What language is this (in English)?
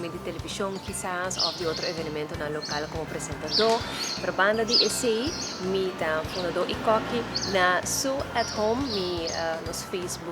Papiamento